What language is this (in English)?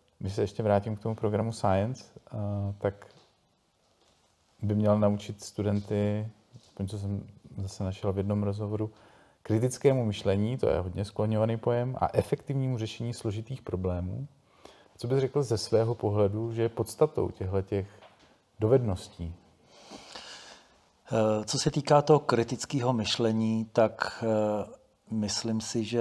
Czech